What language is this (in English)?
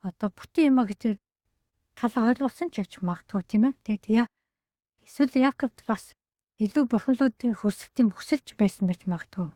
Mongolian